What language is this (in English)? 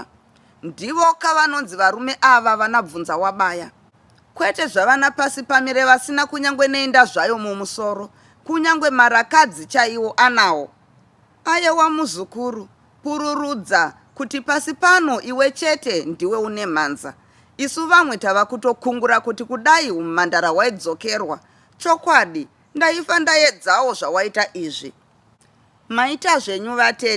Shona